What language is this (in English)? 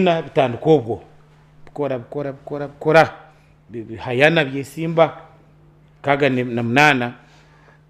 Nyankole